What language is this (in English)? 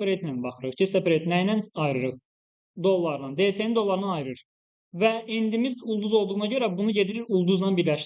Azerbaijani